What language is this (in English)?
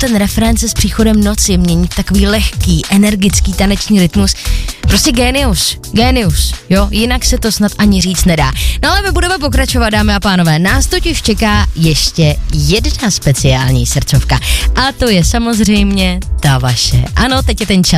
Czech